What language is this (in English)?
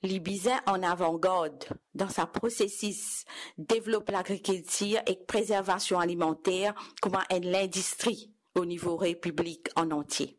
Morisyen